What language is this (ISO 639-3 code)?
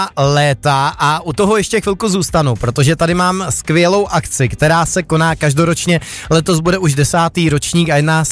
ces